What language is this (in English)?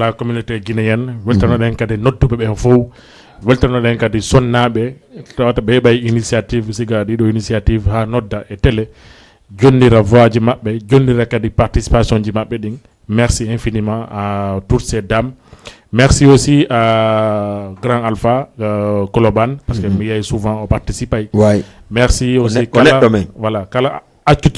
Fula